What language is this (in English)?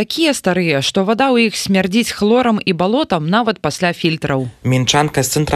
Belarusian